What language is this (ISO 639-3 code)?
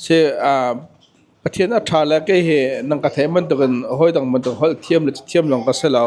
cnh